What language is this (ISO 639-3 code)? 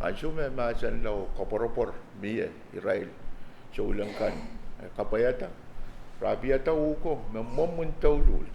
pon